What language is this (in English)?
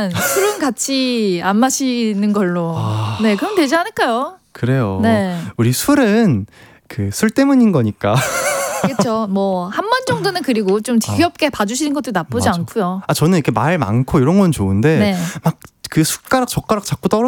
Korean